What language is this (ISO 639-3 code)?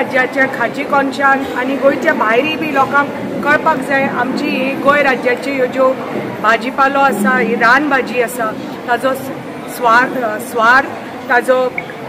kok